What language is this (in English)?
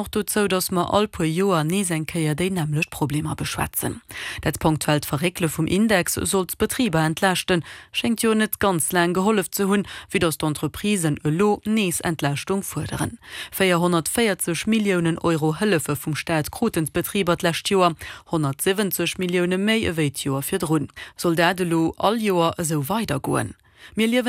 Luxembourgish